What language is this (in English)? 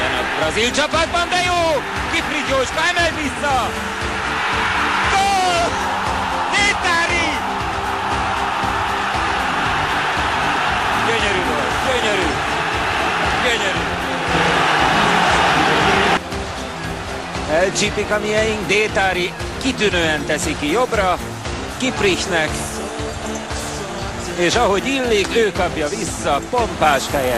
Hungarian